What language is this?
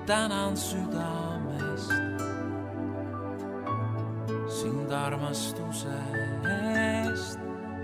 Estonian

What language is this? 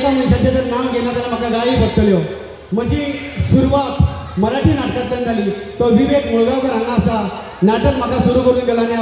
Konkani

